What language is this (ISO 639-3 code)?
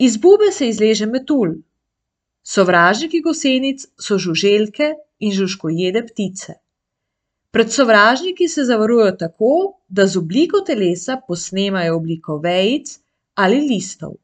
slv